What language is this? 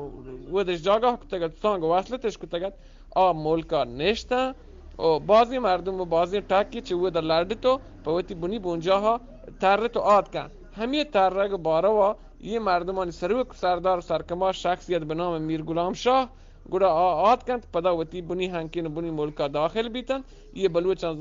Eastern Balochi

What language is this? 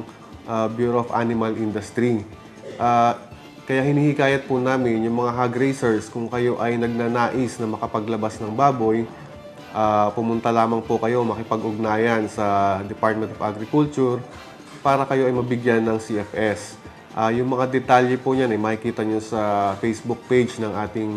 Filipino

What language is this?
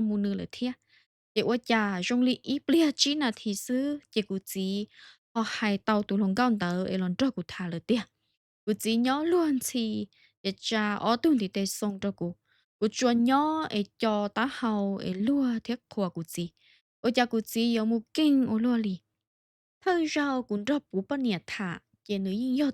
Hmong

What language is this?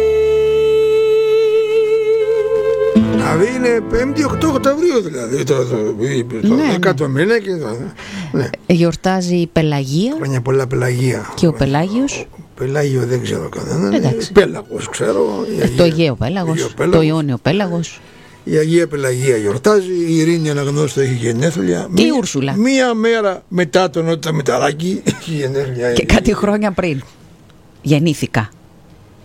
Greek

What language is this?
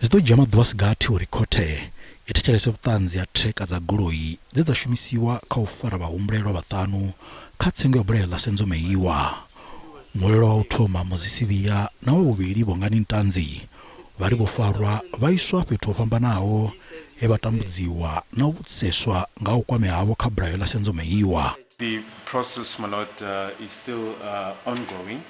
Venda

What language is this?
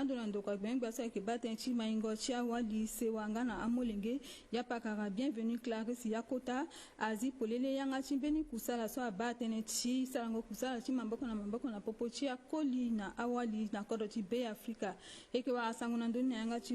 Sango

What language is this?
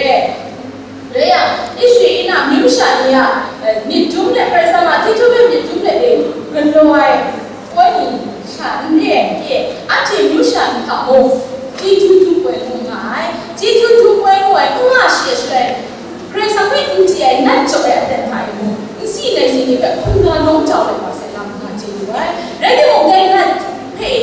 Kachin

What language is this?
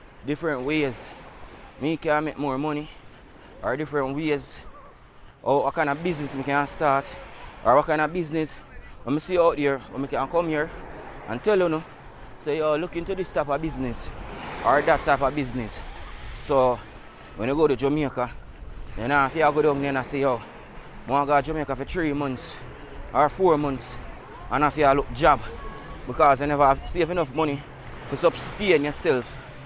Jamaican Creole English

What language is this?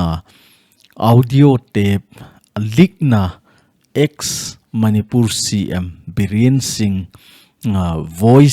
Thado Chin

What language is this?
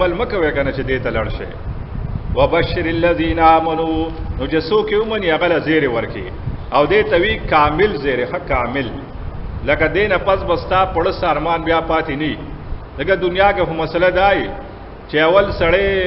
Pashto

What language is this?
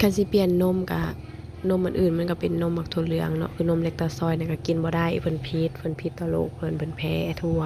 Northeastern Thai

